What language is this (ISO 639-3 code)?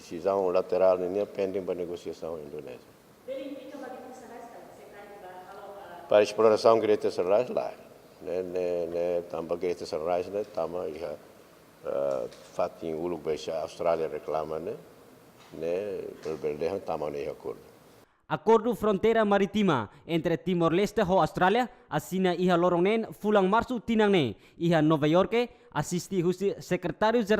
tet